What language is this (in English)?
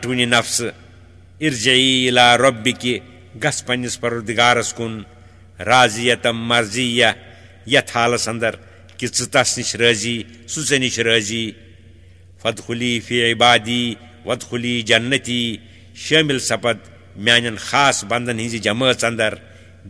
Kashmiri